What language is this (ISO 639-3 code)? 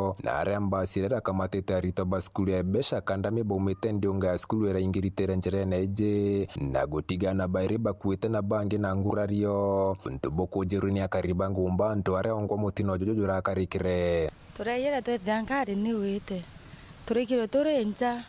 mer